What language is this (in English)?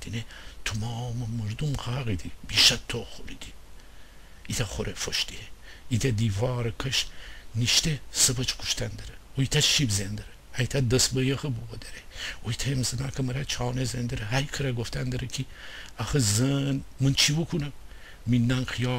Gilaki